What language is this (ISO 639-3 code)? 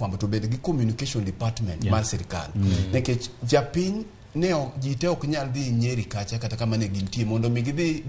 luo